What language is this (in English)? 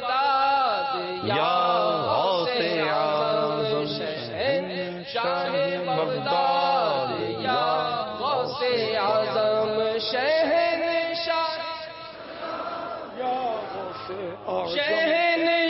Urdu